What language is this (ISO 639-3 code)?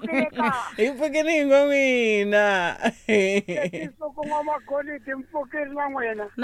tso